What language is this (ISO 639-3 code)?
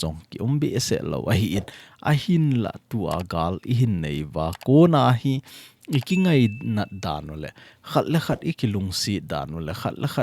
tcz